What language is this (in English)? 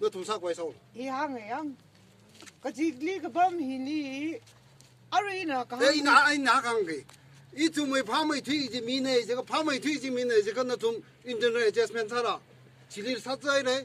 Tangkhul Naga (India)